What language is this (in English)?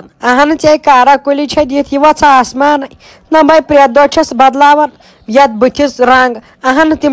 Kashmiri